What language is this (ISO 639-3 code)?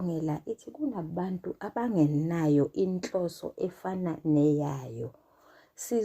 zul